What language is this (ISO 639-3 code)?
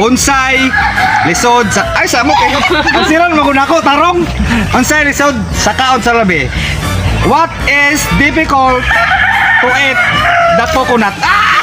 ceb